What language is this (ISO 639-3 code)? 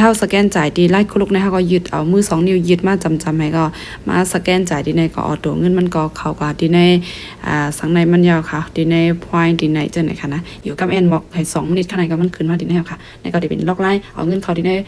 shn